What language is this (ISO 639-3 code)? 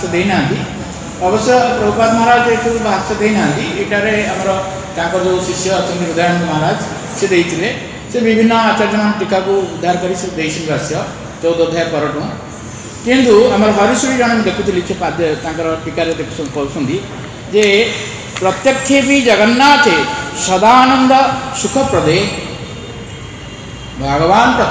ori